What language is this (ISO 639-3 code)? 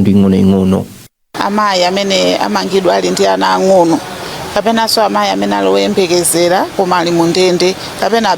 nya